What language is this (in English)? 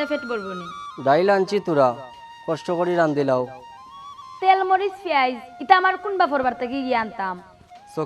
Sylheti